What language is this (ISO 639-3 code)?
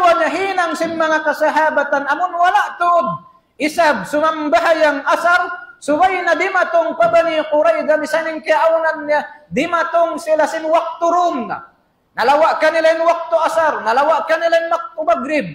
tsg